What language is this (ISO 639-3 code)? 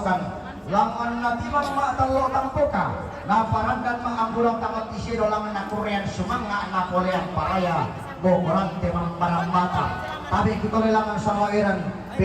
sda